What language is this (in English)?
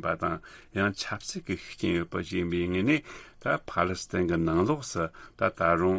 Tibetan